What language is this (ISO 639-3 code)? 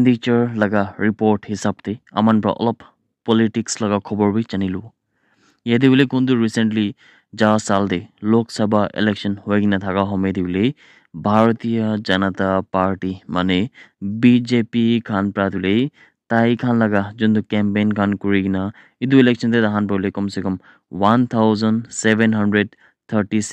nag